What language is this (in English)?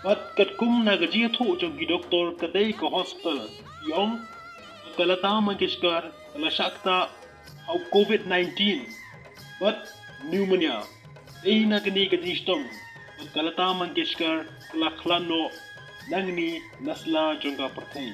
Khasi